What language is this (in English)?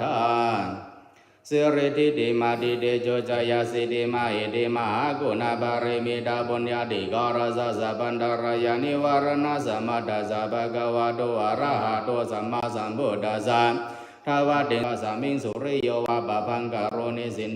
Pali